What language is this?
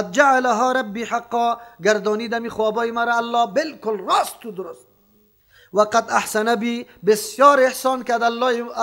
Persian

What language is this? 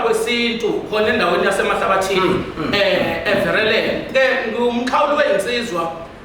Zulu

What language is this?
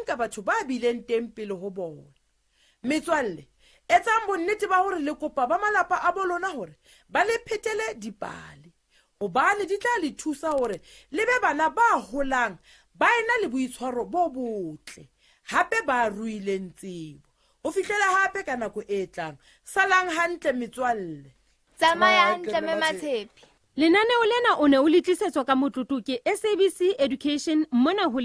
Southern Sotho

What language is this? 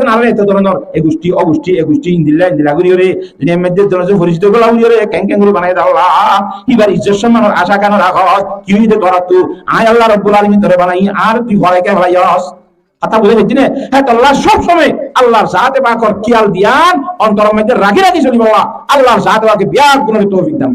Rohingya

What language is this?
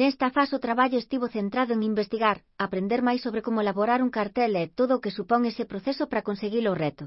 Galician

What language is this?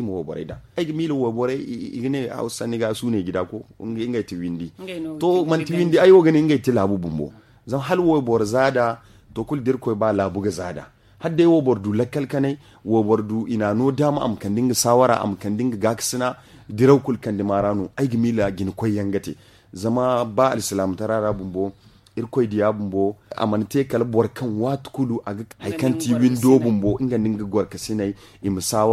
Zarma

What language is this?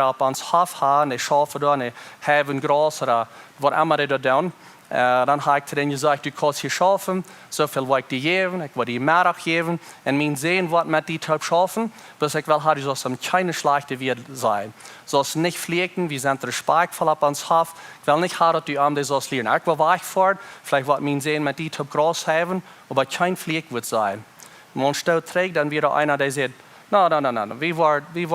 Plautdietsch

